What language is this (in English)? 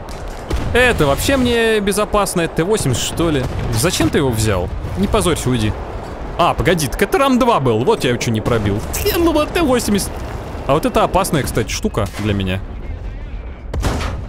Russian